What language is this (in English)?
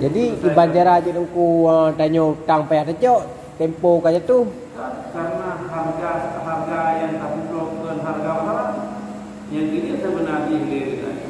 Achinese